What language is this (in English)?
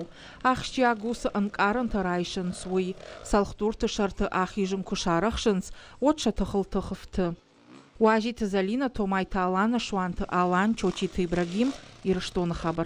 Ossetic